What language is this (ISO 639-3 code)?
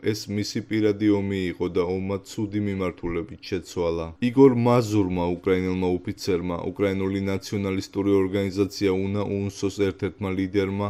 kat